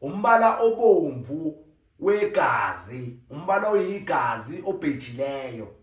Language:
Zulu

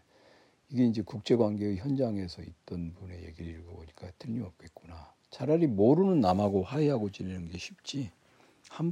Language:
Korean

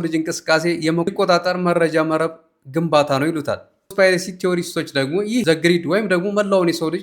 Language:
Amharic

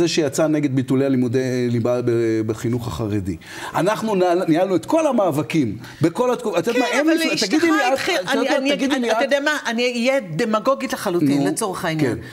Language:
Hebrew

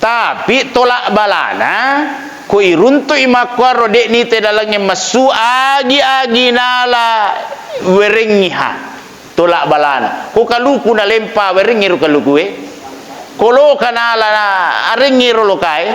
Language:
Buginese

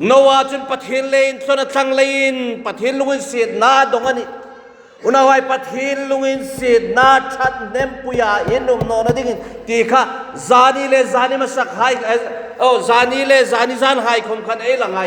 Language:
Hmar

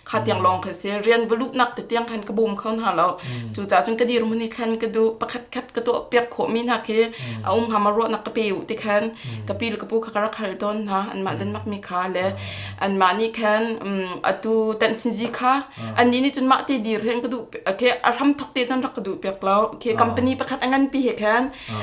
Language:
Hakha Chin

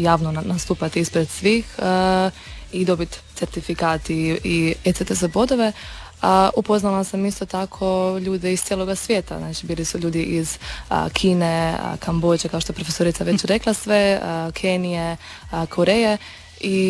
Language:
Croatian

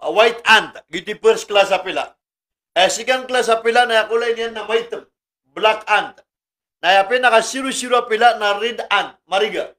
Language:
Maranao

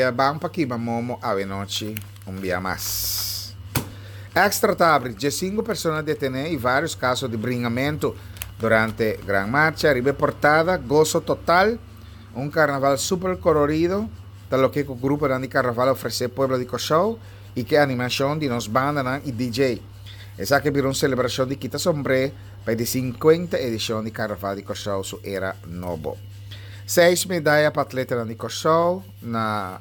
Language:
Papiamento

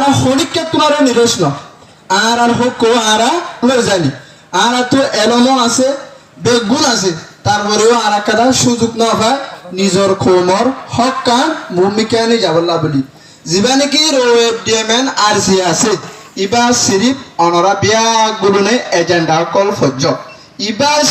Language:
Rohingya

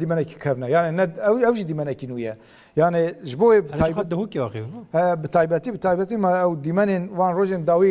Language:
Kurdish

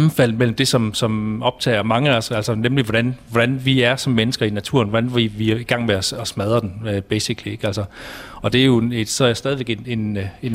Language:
Danish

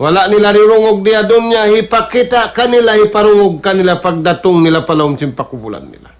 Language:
Tausug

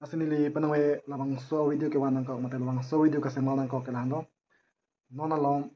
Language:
Karbi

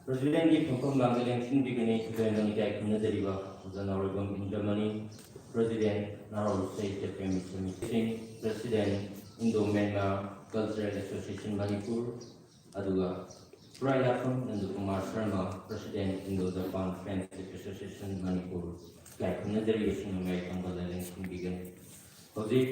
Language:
Manipuri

